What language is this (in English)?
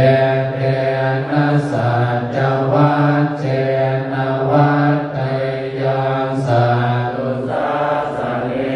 Pali